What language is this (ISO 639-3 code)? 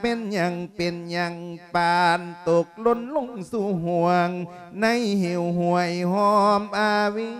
lao